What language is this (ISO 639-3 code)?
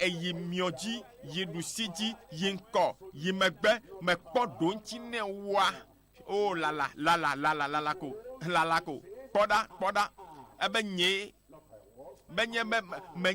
ewe